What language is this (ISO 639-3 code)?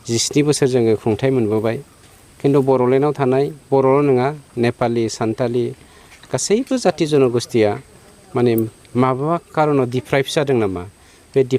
brx